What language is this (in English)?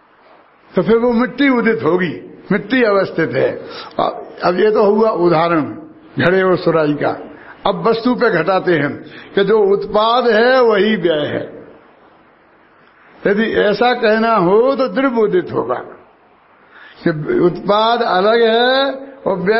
Hindi